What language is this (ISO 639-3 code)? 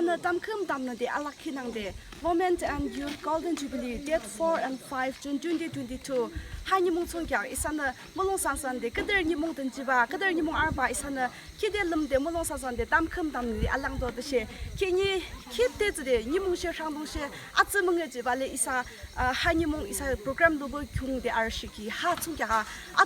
yim